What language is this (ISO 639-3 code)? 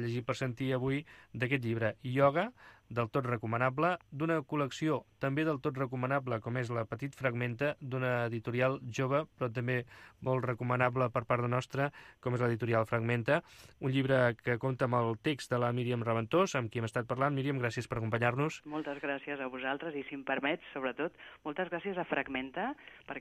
cat